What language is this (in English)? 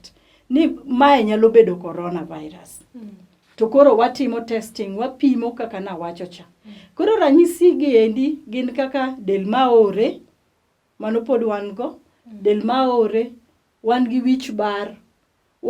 Luo (Kenya and Tanzania)